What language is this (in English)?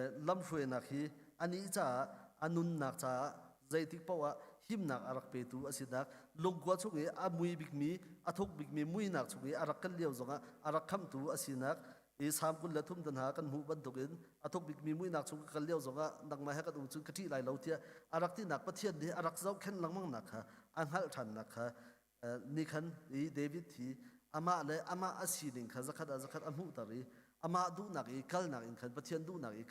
Hakha Chin